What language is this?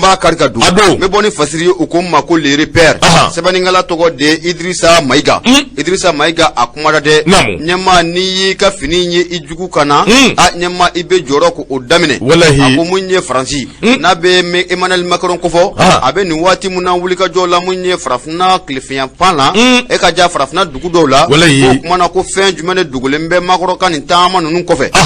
Bambara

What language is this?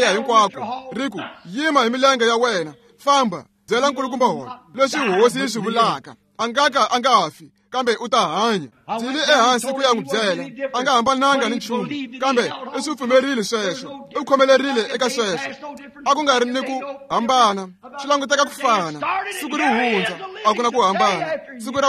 Tsonga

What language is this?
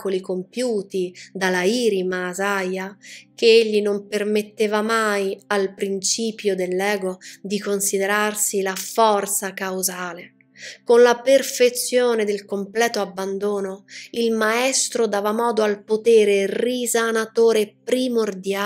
Italian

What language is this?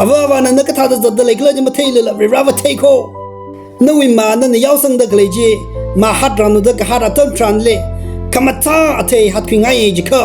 Tangkhul Naga (India)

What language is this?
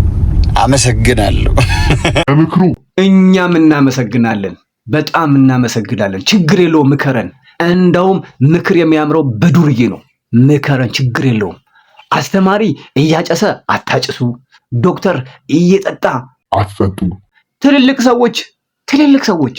Amharic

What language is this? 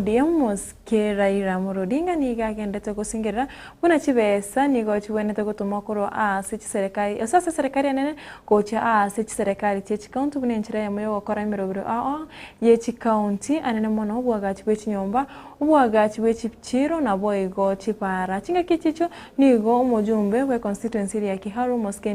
Gusii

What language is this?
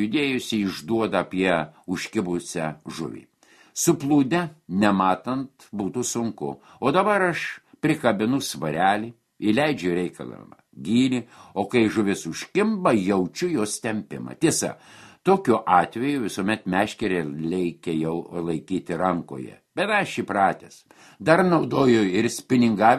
Lithuanian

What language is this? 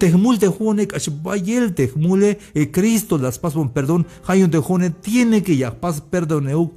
Tzeltal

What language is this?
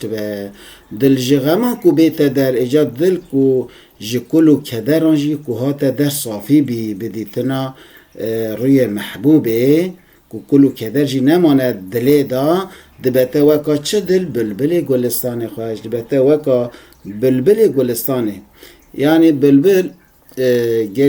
Kurdish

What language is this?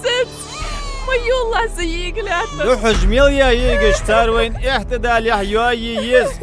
Ingush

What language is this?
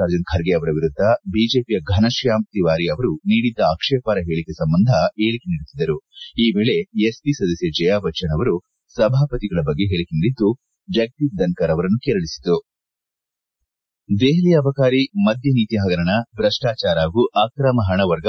Kannada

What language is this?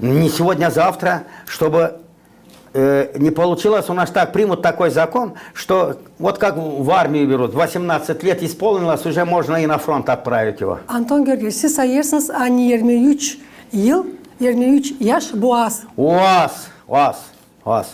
Gagauz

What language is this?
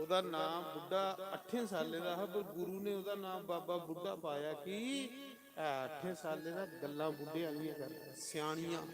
Dogri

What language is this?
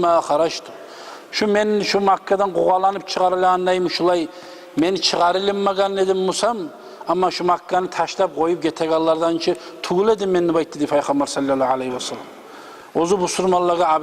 Kumyk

